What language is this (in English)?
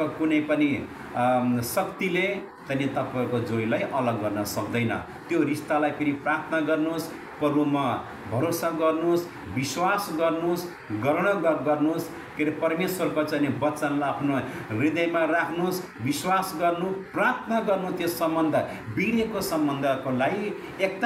Nepali